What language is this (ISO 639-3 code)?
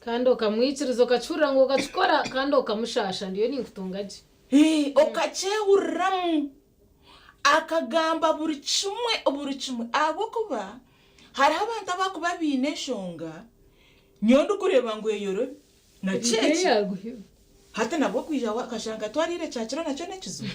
nyn